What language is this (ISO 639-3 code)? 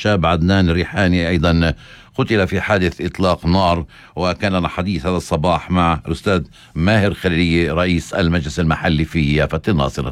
apc